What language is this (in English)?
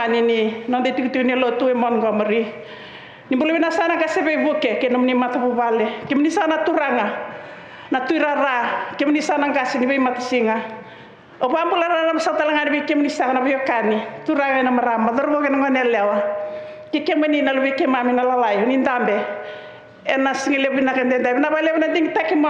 Fijian